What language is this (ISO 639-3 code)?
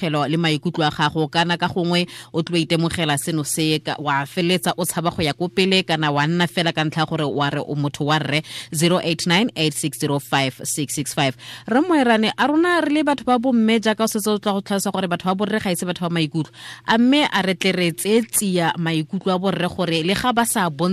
tsn